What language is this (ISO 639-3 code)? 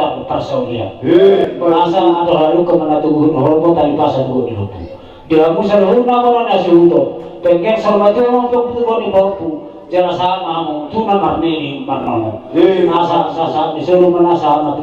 bbc